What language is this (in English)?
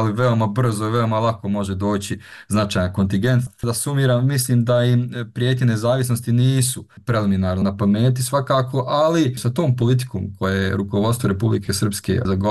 Bosnian